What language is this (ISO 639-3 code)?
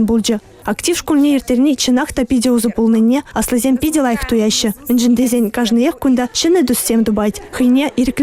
chv